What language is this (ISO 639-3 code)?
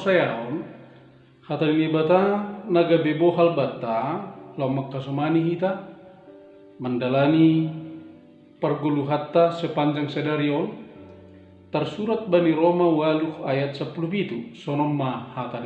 bts